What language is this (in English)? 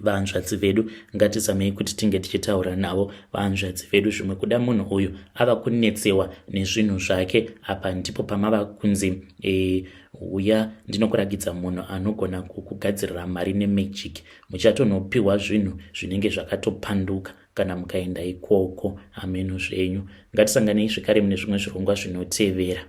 Shona